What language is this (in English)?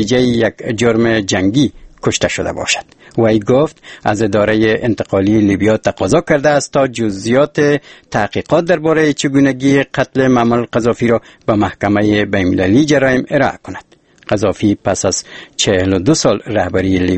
Persian